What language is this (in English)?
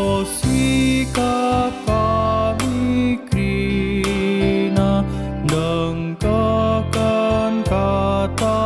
Batak Karo